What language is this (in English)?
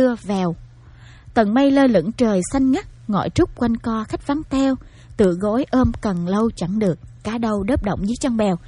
Vietnamese